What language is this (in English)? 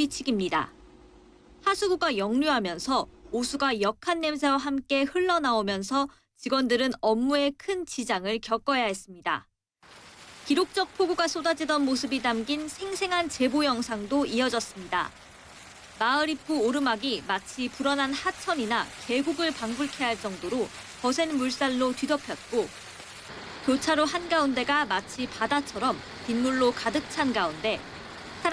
Korean